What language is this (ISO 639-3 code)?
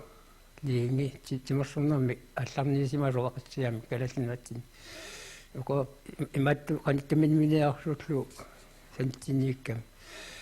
kal